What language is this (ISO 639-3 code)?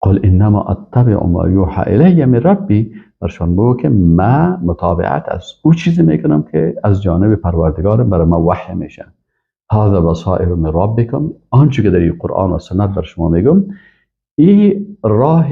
fas